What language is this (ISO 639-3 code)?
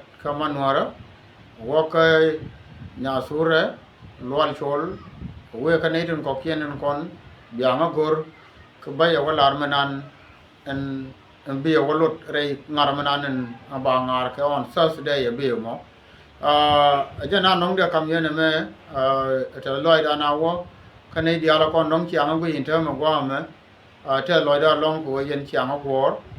nus